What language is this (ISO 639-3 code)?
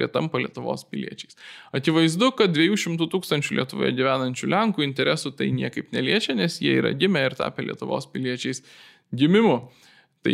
lit